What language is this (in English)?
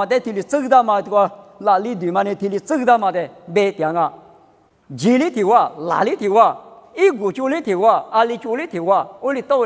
Lisu